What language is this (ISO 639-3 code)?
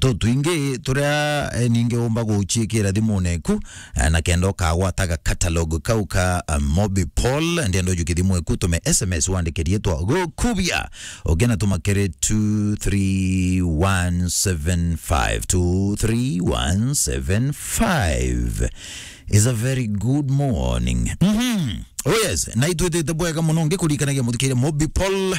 mer